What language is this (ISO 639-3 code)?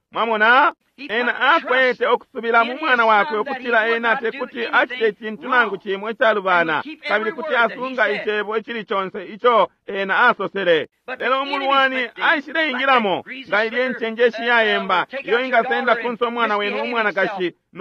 bem